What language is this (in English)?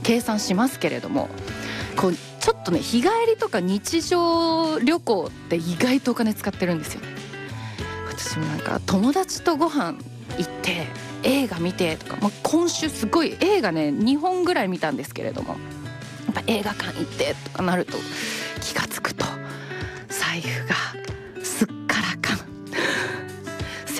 Japanese